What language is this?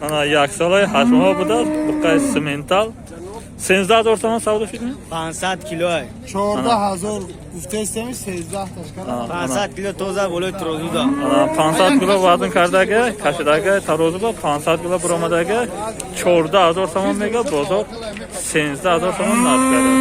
Tajik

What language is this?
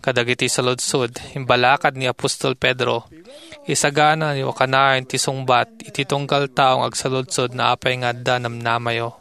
Iloko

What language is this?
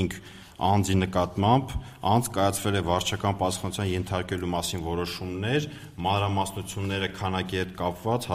Armenian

